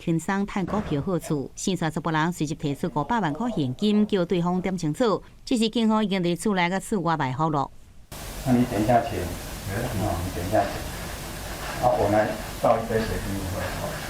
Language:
Min Nan Chinese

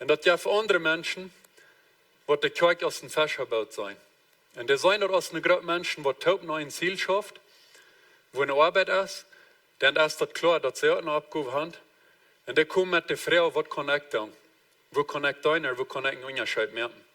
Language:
Plautdietsch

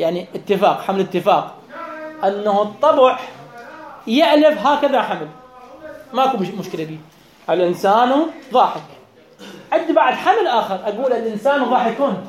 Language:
Mesopotamian Arabic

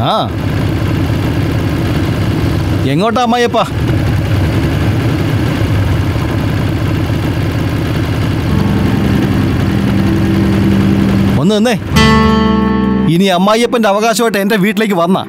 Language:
Malayalam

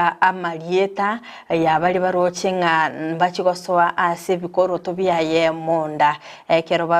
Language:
Gusii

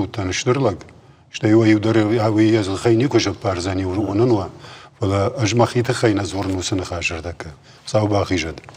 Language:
Ossetic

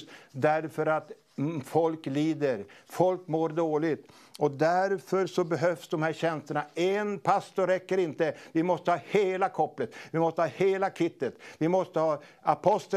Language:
Swedish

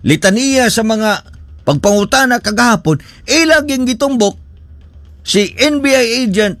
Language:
Cebuano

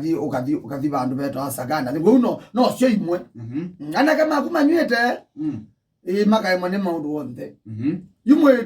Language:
Kamba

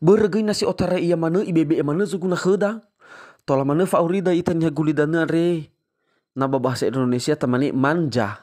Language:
Nias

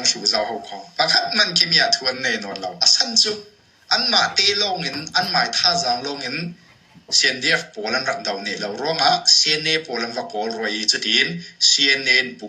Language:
Hakha Chin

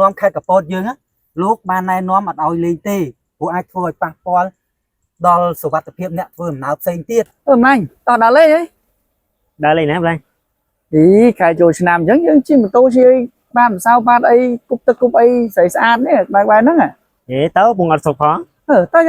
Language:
Khmer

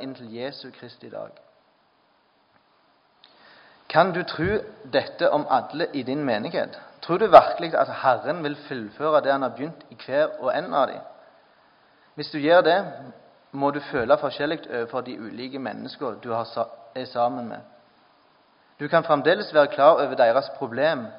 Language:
Norwegian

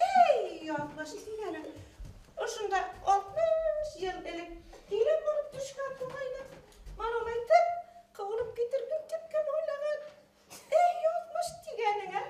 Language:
Bashkir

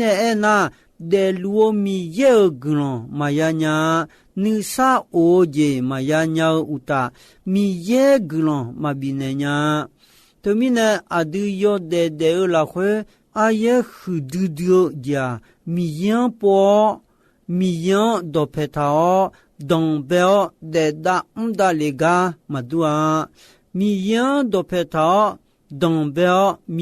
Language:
Akha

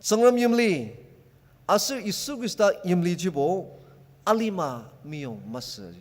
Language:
Ao Naga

